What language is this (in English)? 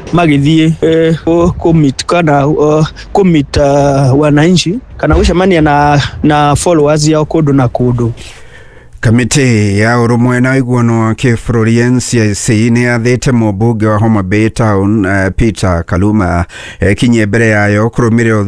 Kikuyu